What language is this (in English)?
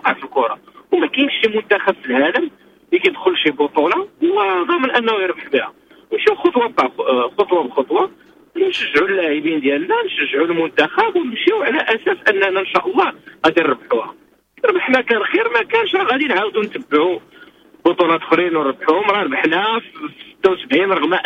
Moroccan Arabic